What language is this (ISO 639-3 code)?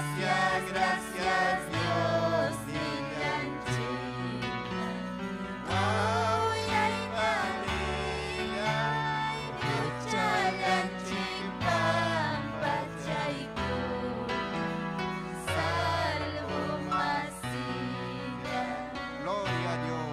quy